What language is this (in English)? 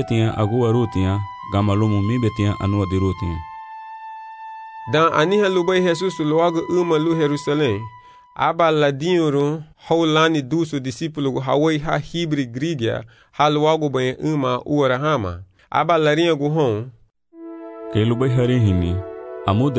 Garifuna